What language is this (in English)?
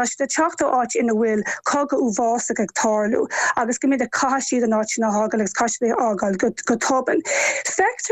Irish